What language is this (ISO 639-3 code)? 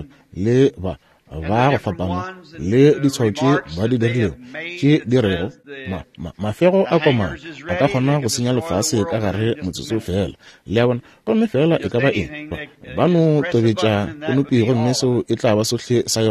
nso